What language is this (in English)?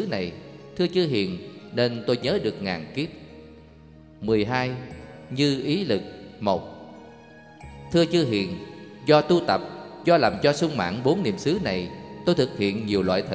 Vietnamese